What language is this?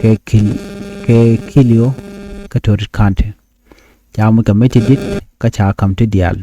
Nuer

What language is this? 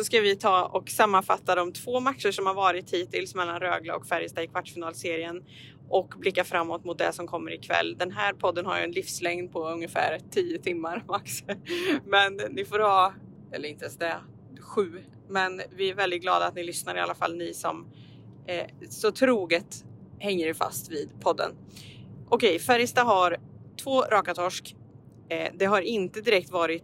Swedish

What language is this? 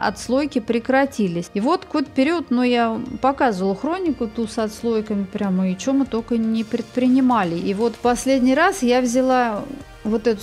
Russian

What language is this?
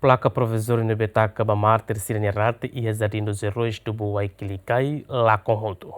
Tetum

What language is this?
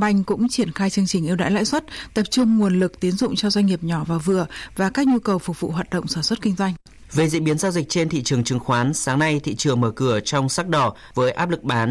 Vietnamese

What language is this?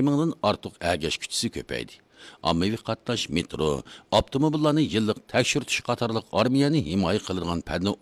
Uyghur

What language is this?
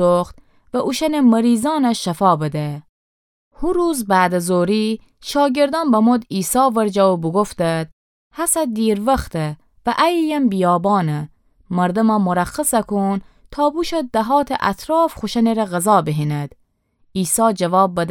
Gilaki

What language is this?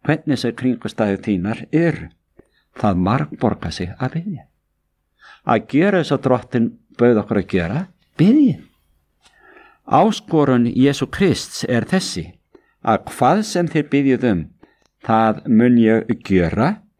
Icelandic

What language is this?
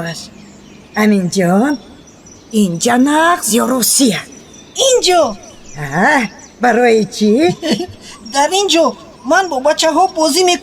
Tajik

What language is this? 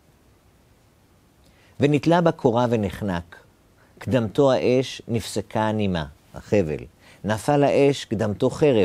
Hebrew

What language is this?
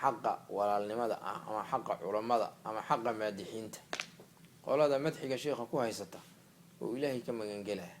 Somali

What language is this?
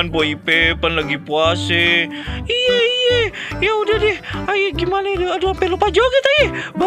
Betawi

